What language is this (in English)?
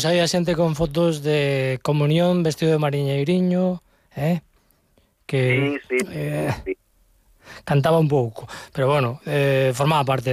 Galician